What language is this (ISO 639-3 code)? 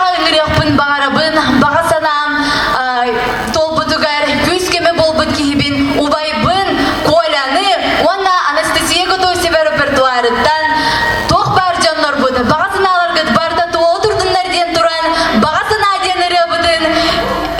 sah